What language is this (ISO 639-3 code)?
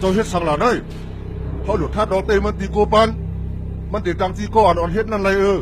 shn